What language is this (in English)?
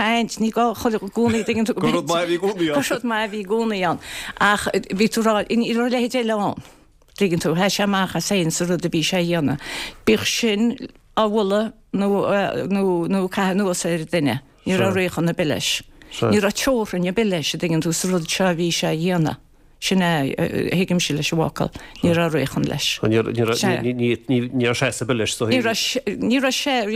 Irish